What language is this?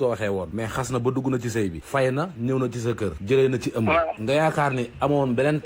Wolof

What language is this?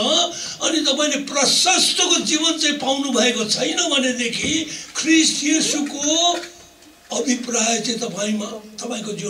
Nepali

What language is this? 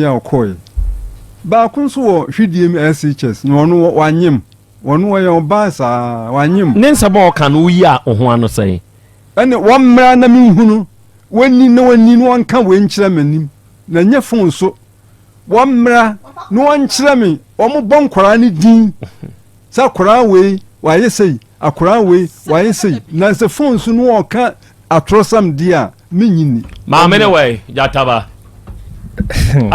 Akan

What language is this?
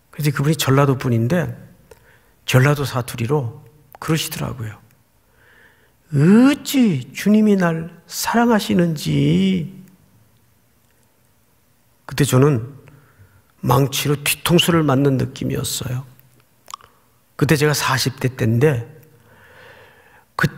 Korean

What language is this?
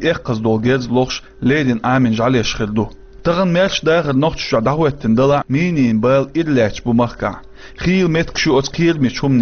Chechen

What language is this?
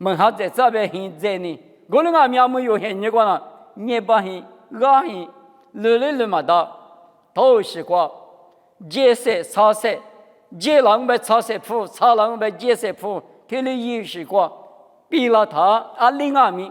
Lisu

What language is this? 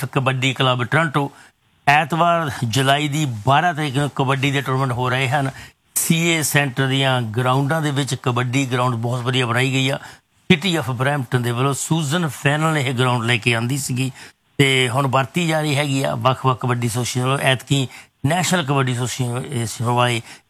Punjabi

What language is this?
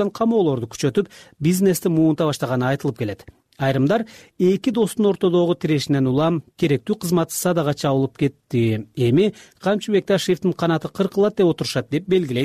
Kyrgyz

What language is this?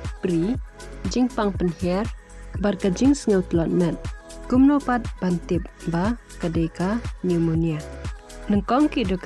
Khasi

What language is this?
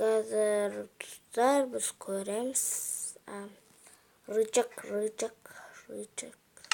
Kazakh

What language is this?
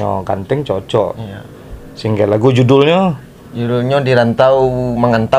Minangkabau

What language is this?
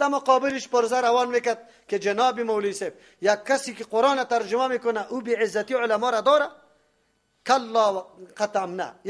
Persian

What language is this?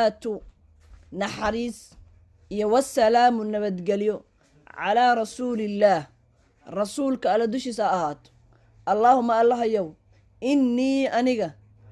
Somali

